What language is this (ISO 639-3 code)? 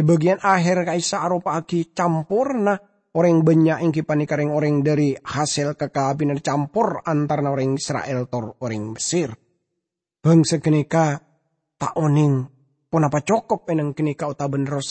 mad